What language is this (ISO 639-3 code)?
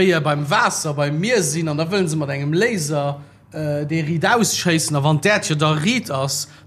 ltz